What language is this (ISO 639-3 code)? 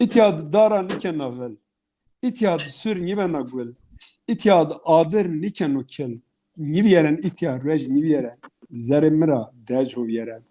zza